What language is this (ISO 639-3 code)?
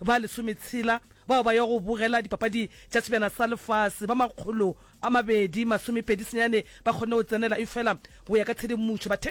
nso